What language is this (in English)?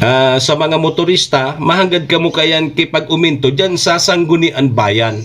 Bikol